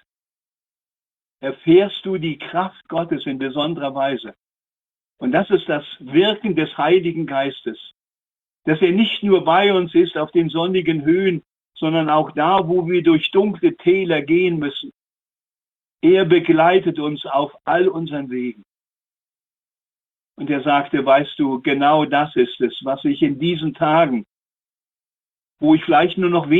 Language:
German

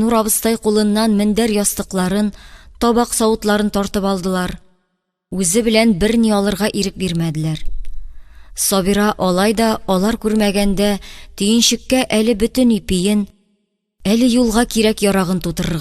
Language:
Tatar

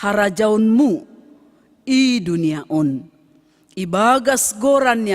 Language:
Batak Simalungun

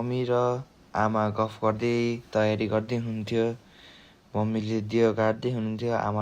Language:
Nepali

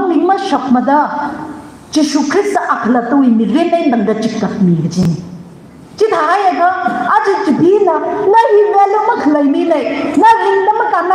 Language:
Tangkhul Naga (India)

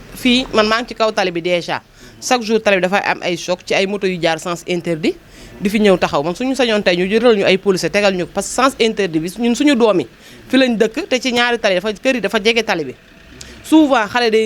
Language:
Wolof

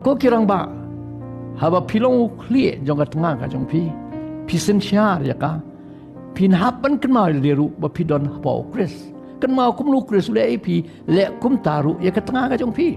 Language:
Khasi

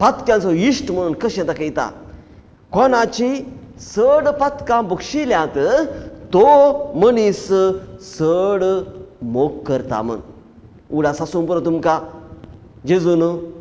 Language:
Konkani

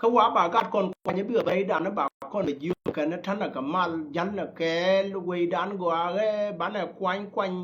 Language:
Nuer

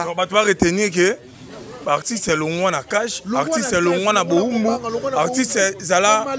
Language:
Lingala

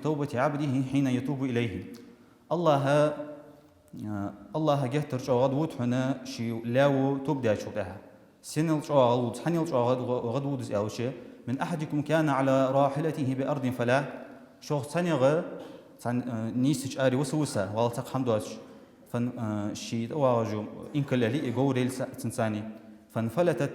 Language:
Ingush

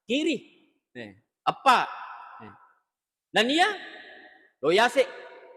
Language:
Buginese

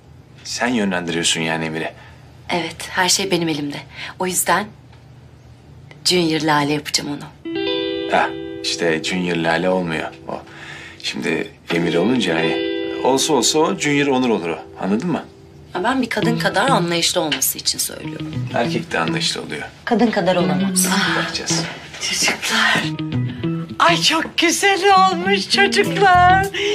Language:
Turkish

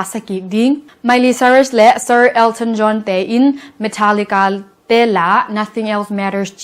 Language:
Tedim Chin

